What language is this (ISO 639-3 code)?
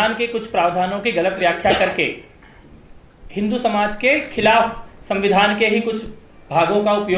hin